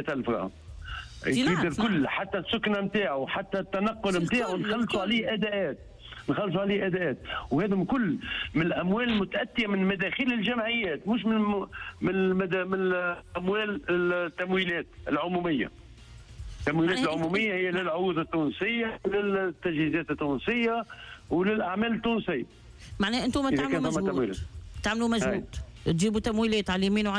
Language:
Tunisian Arabic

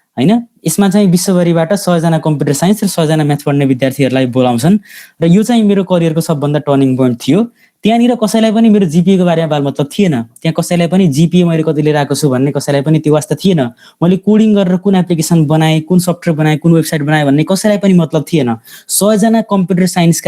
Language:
Nepali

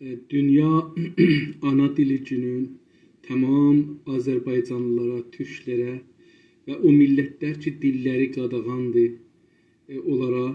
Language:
South Azerbaijani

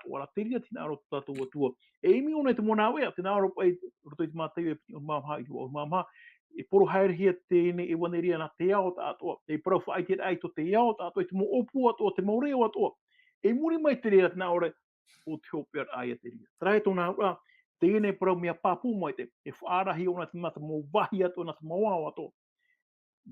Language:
Tahitian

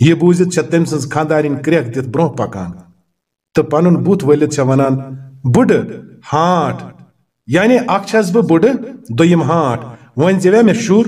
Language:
Kashmiri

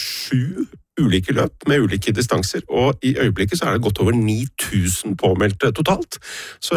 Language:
Norwegian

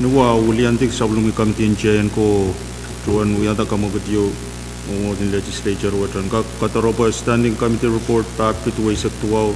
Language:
Pohnpeian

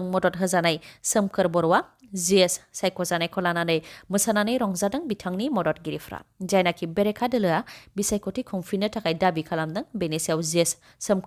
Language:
Bodo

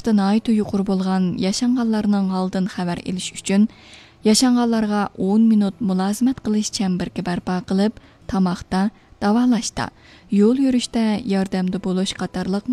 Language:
Uyghur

